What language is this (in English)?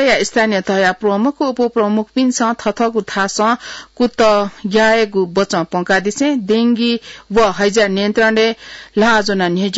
Newari